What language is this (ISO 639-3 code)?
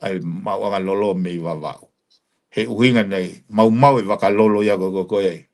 ton